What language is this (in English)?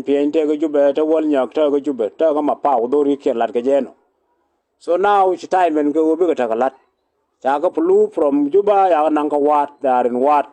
Nuer